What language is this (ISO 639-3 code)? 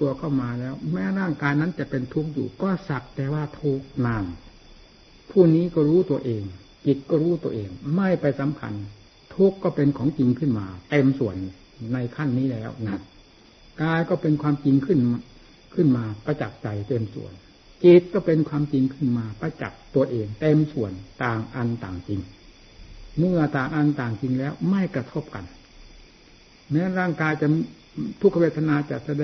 tha